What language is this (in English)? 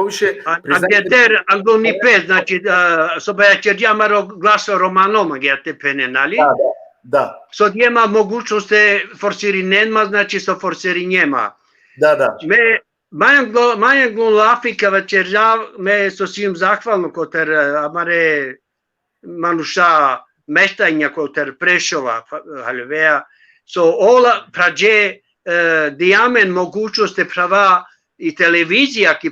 Balkan Romani